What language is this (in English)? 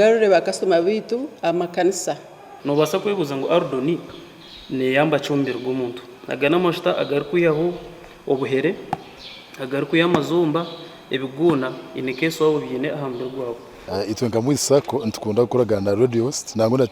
Nyankole